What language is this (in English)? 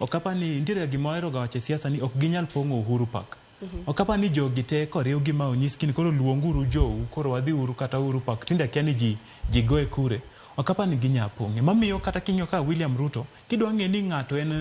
Luo (Kenya and Tanzania)